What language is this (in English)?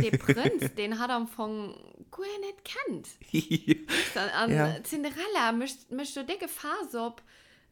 Luxembourgish